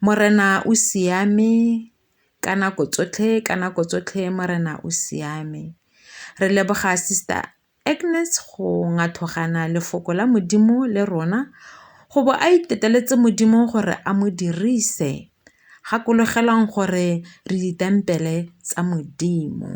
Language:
Tswana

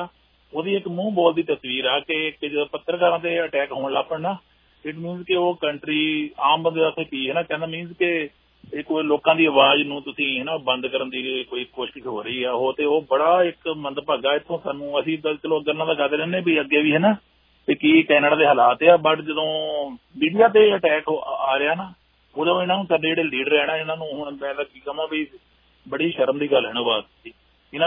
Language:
Punjabi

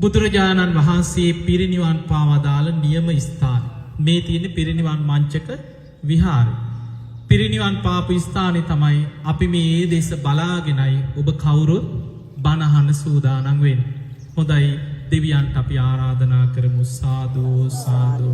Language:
Sinhala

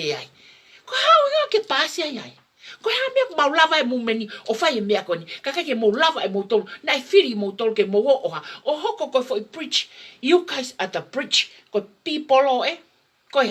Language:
Tongan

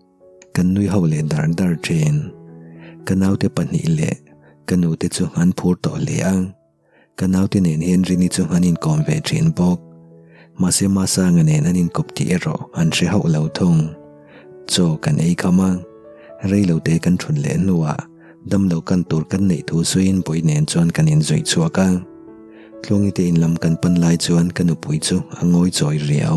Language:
Mizo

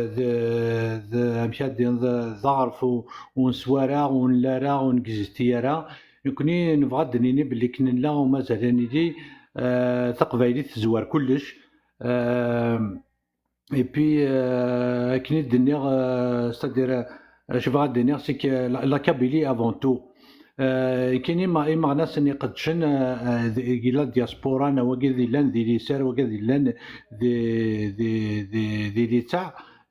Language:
Kabyle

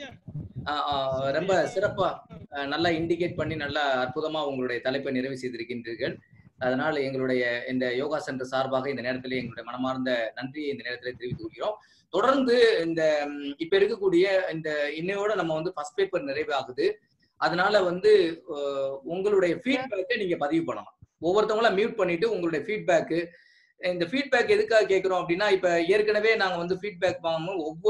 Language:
Tamil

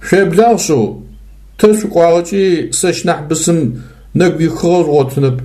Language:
Adyghe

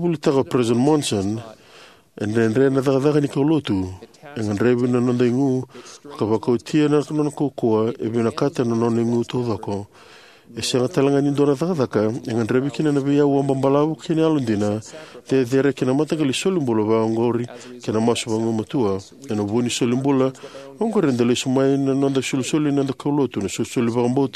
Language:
Fijian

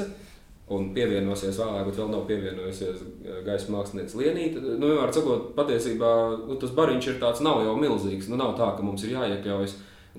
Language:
Latvian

